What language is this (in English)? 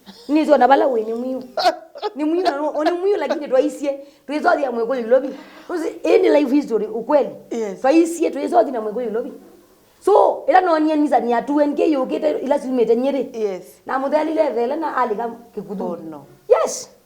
Kamba